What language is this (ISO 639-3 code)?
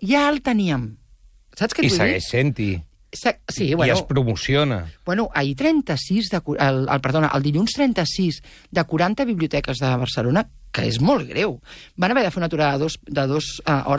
cat